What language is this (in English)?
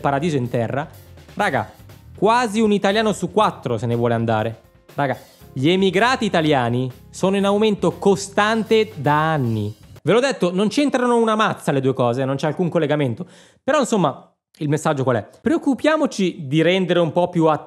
Italian